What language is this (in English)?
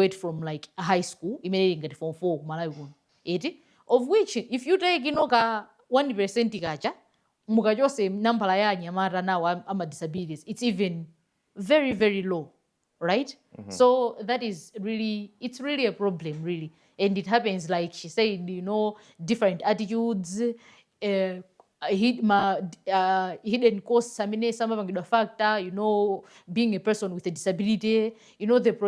Nyanja